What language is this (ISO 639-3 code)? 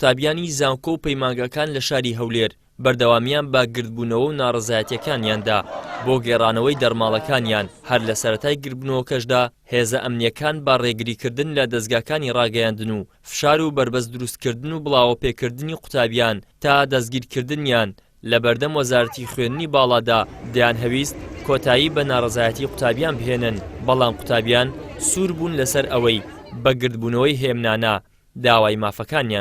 ckb